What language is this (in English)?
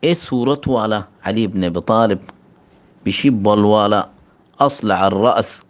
Rohingya